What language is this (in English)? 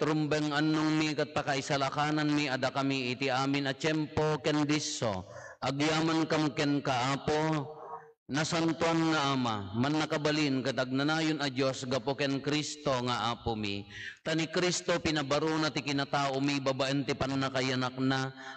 Iloko